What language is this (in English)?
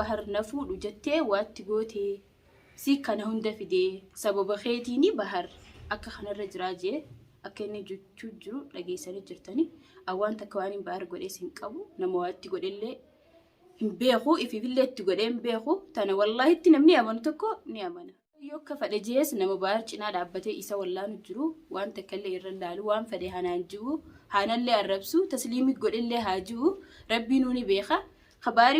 Oromo